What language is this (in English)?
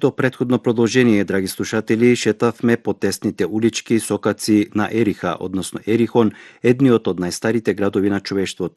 Macedonian